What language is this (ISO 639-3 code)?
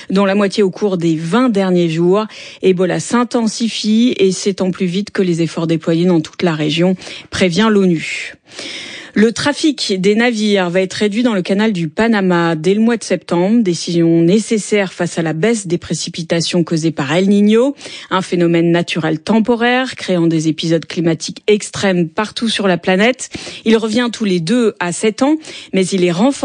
fra